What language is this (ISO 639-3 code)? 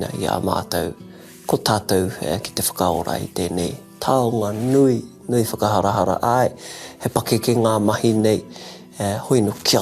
mri